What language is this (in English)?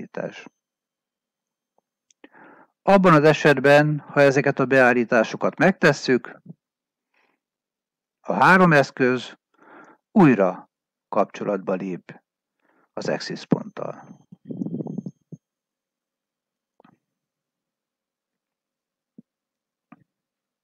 Hungarian